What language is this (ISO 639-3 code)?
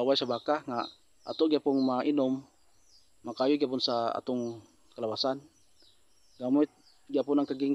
ceb